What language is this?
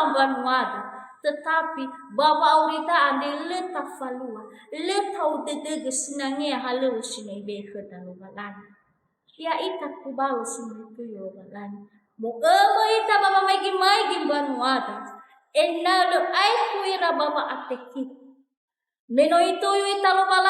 Nias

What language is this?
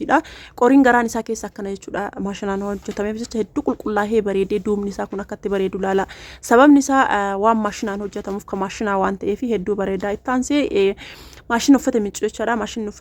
Oromo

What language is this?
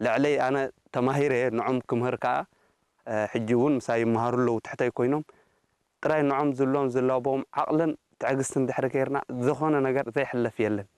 Tigrinya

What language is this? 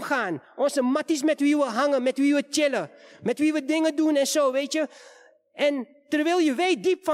Dutch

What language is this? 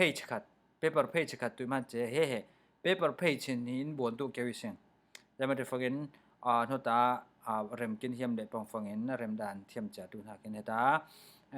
Falam Chin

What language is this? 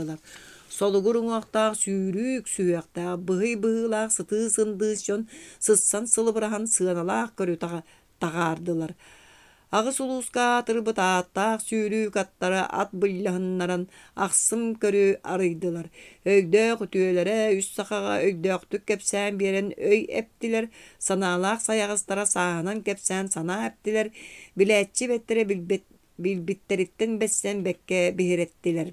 Yakut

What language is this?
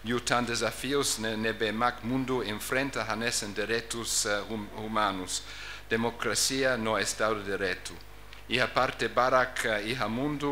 Tetum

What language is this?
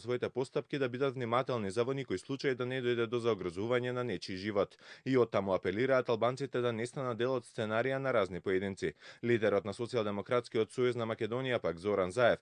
Macedonian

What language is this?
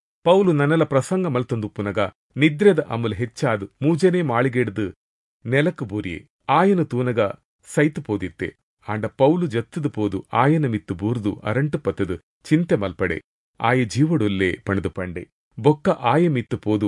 Tulu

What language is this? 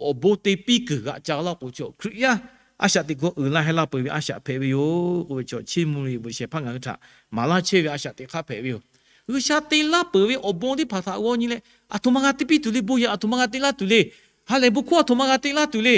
Lahu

